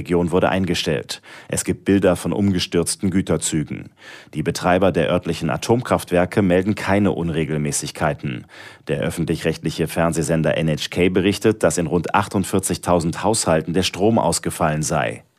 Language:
German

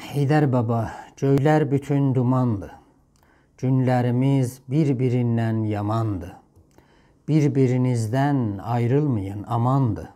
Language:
South Azerbaijani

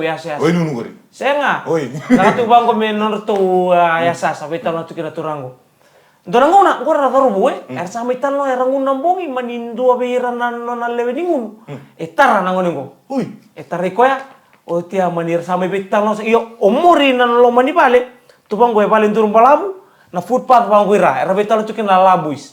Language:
Fijian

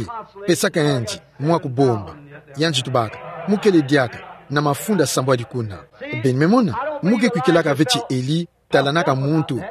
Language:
Kituba (Democratic Republic of Congo)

